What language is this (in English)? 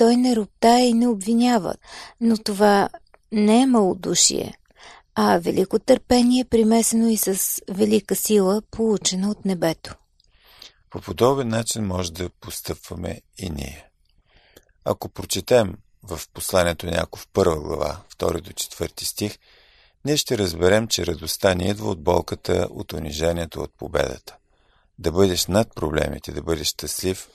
Bulgarian